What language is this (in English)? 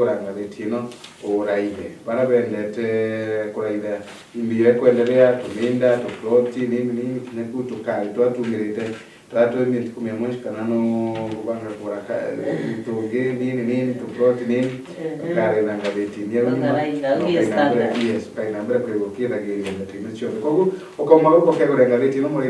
Meru